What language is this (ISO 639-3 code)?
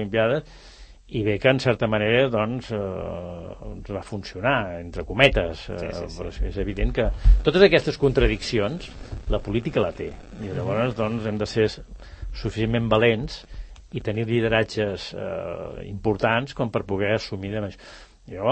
cat